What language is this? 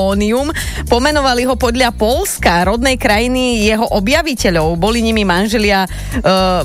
Slovak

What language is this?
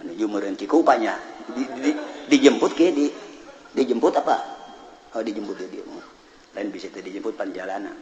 Sundanese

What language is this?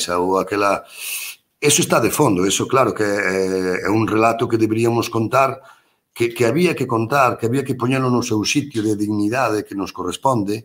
Galician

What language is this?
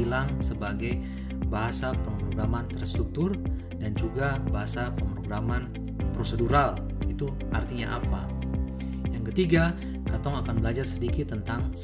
Ambonese Malay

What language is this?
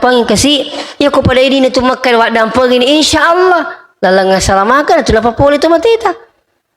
Buginese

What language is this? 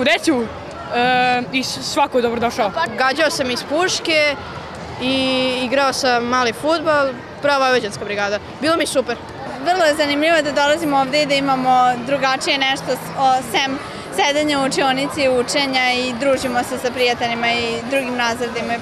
Serbian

